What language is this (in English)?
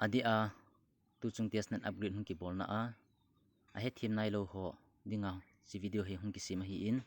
Thado Chin